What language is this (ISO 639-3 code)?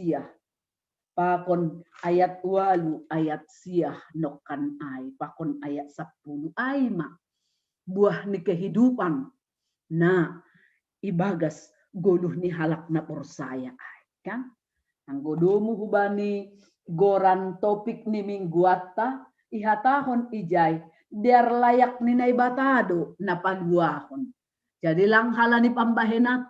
bts